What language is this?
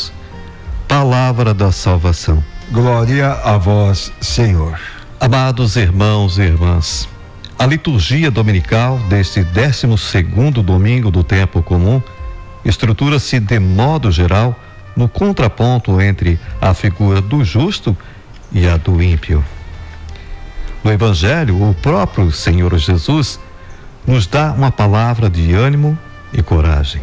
Portuguese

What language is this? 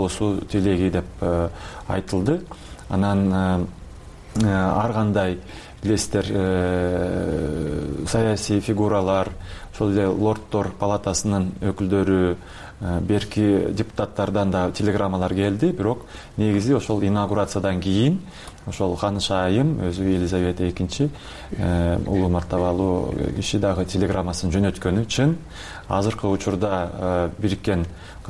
Kyrgyz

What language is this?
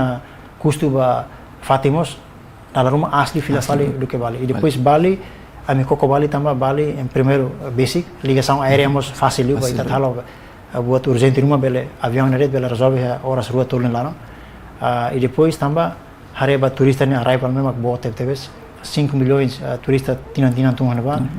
Tetum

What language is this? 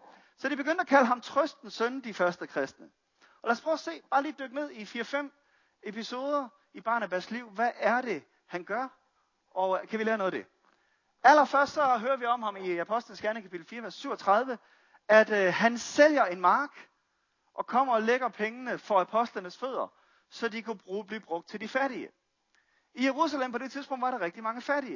Danish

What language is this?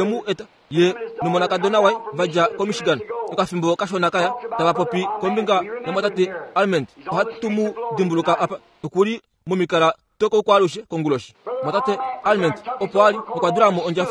Kuanyama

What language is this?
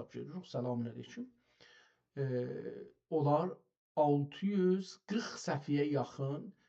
South Azerbaijani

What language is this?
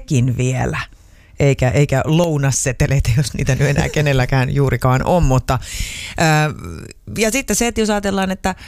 Finnish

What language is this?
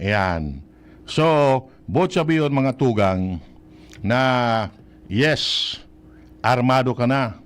Bikol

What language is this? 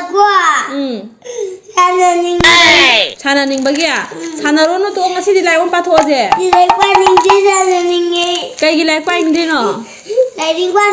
Manipuri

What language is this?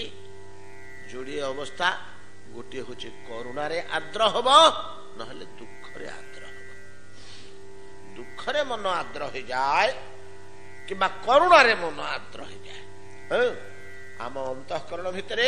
Odia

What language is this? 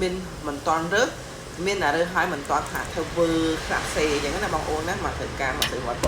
Khmer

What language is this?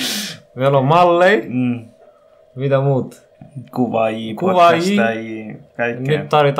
Finnish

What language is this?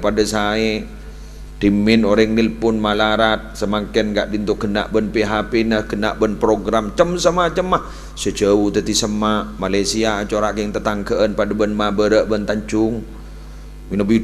Madurese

